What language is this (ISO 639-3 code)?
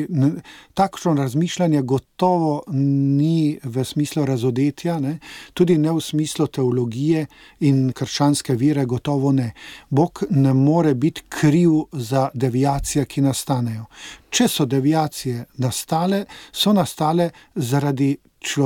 slv